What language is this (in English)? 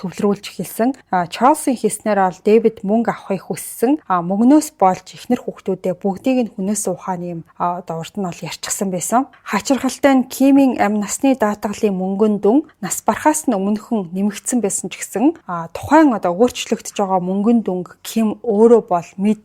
Mongolian